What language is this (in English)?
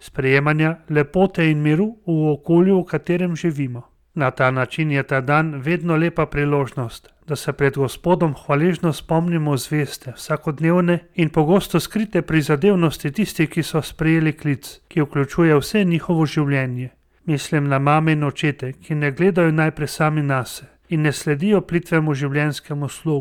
Slovenian